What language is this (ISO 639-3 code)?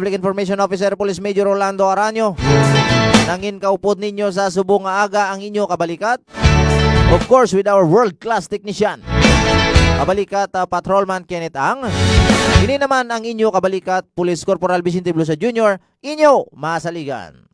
hil